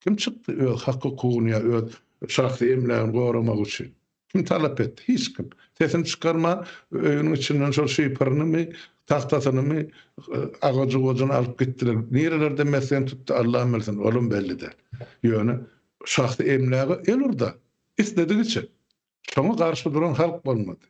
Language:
Turkmen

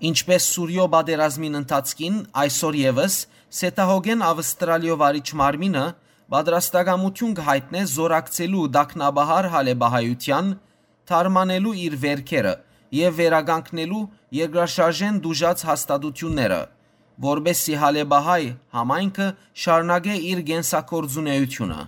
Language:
Western Armenian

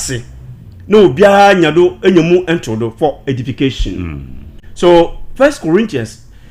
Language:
Akan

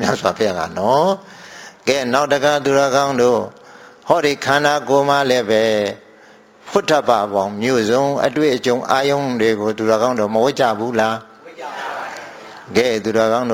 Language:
Burmese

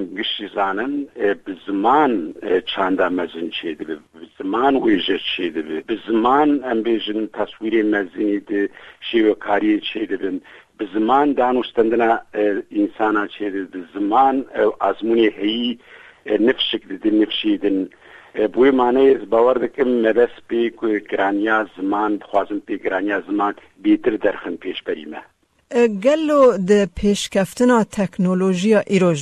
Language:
Kurdish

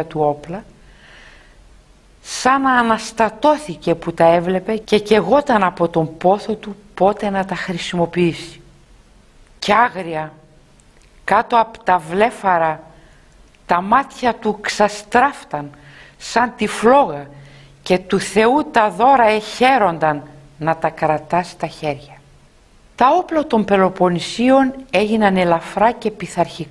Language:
Greek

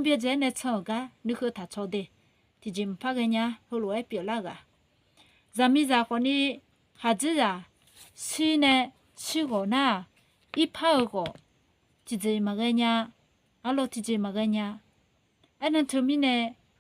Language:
Akha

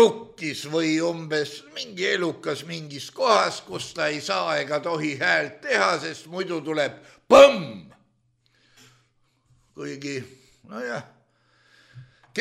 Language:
Estonian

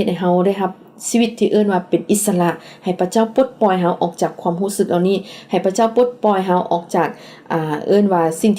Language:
Lao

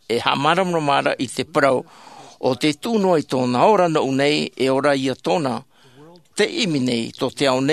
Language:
Tahitian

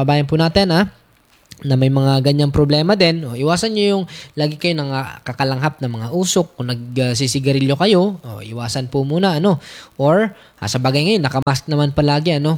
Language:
Filipino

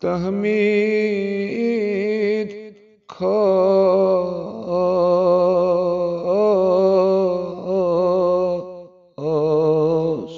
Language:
Kashmiri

